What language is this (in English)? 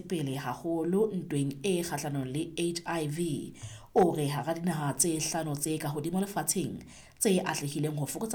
Southern Sotho